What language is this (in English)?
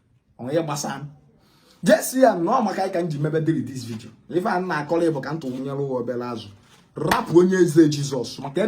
Igbo